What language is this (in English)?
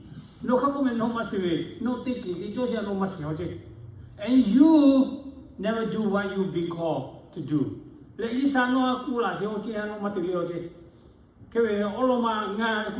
Lahu